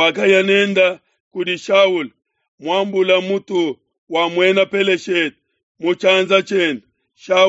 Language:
Luba-Lulua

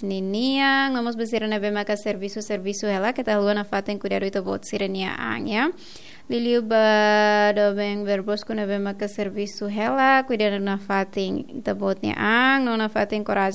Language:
Tetum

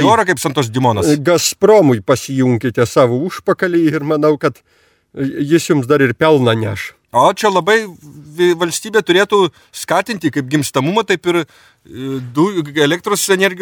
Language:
Lithuanian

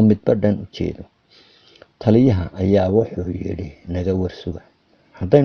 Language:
Somali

